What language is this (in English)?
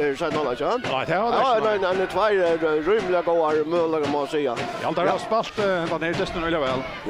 Faroese